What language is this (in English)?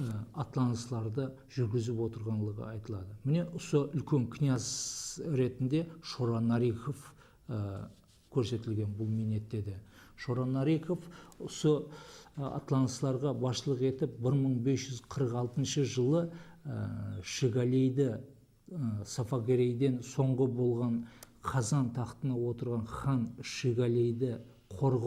Kara-Kalpak